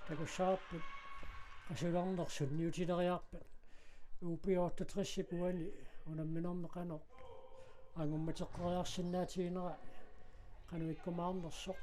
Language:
Kalaallisut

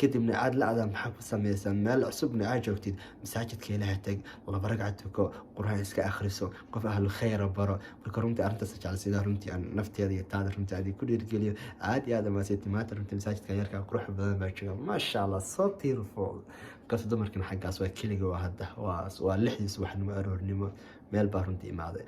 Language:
Somali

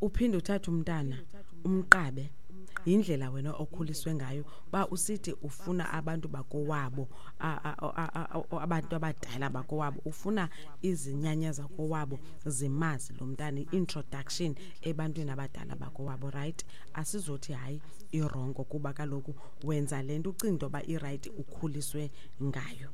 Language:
Xhosa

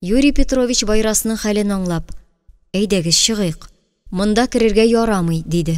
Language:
Tatar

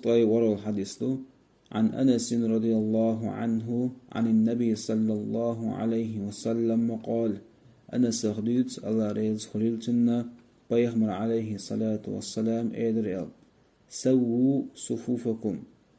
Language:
Chechen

